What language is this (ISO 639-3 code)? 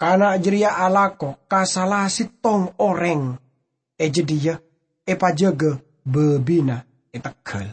mad